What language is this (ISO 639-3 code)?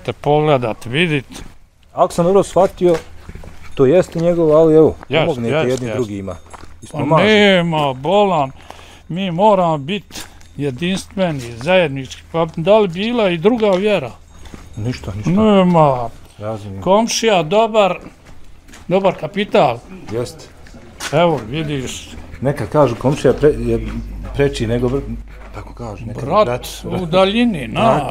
bos